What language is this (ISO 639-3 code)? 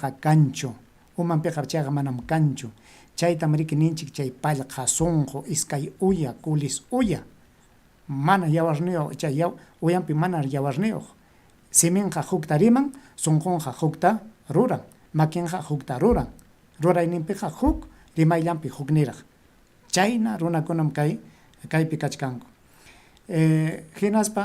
quy